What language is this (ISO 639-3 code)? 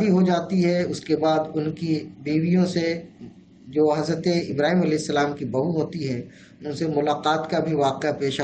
urd